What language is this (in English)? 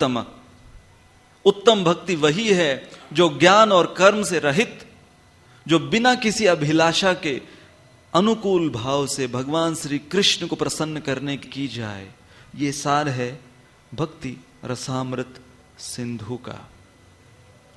Hindi